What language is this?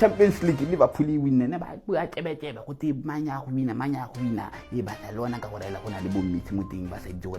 Tswana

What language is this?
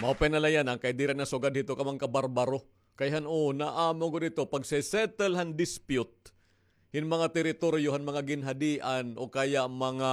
Waray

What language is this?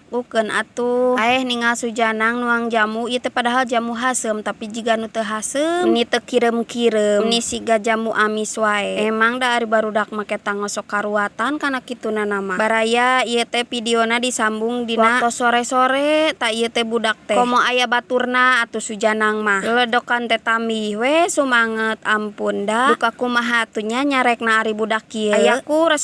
Sundanese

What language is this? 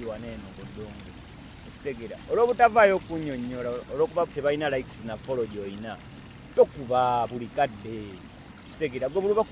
Ganda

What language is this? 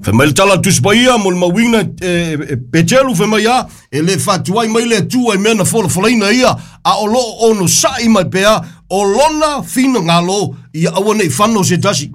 Samoan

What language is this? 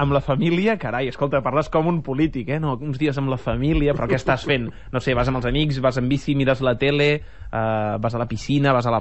Catalan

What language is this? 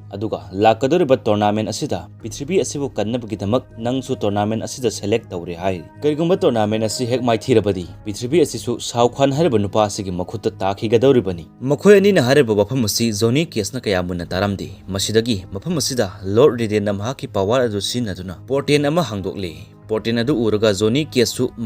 Manipuri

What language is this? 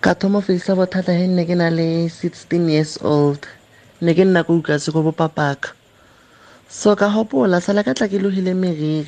Tswana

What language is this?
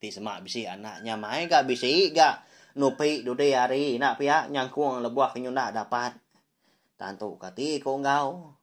Iban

